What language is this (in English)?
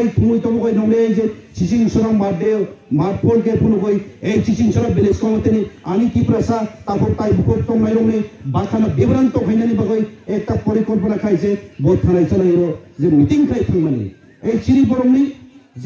Kok Borok